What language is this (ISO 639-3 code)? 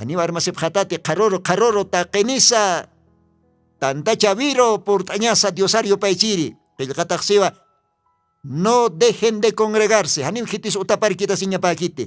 aym